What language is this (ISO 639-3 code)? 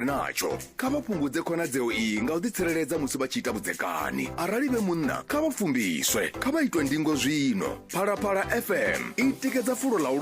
ven